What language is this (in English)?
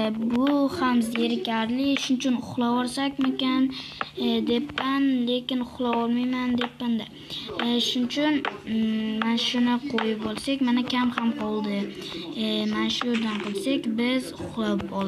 Uzbek